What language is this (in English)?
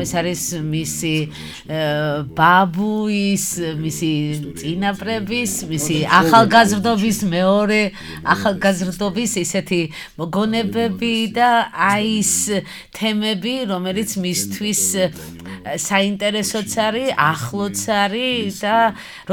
Georgian